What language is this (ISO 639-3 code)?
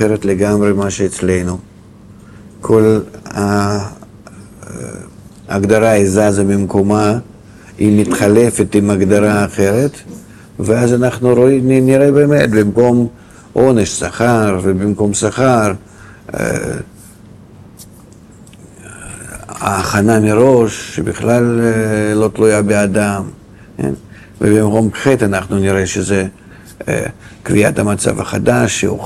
heb